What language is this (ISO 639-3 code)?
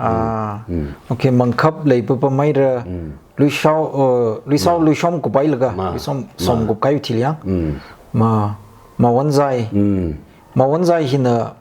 nmf